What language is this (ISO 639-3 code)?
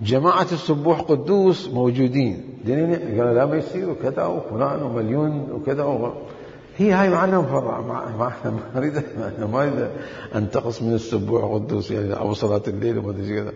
acm